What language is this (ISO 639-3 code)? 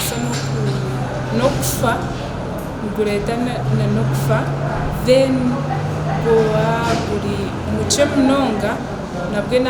nyn